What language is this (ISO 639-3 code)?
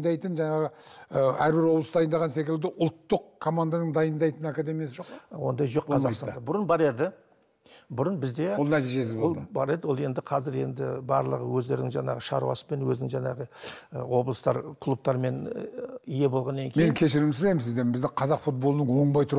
kaz